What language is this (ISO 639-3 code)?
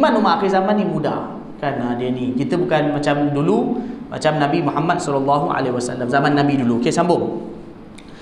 msa